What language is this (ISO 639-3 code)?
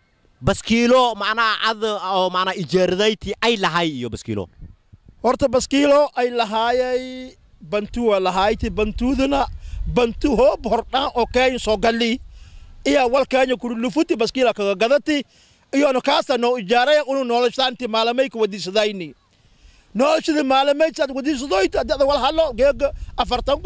som